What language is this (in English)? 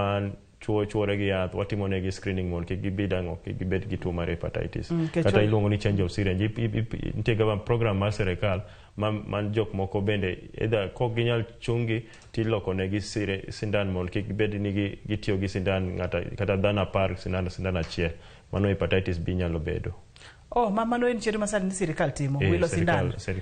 Luo (Kenya and Tanzania)